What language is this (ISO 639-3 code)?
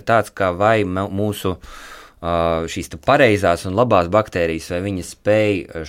lav